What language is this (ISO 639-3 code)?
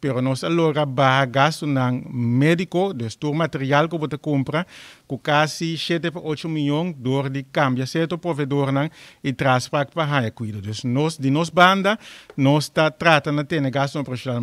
pap